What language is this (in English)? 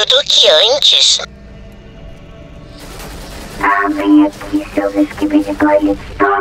Portuguese